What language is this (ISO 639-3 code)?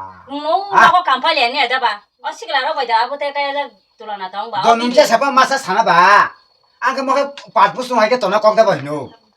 trp